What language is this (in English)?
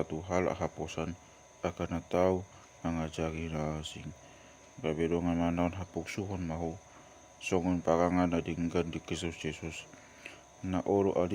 Batak Toba